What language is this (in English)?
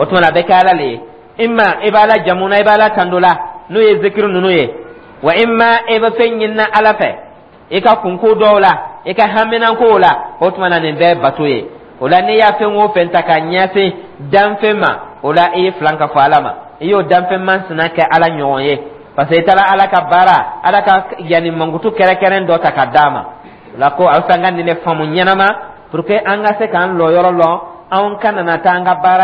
Dyula